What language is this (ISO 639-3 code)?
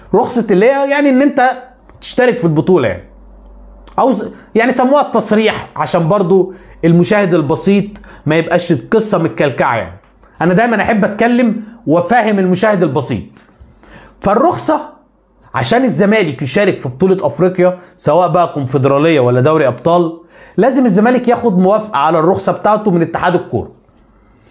arz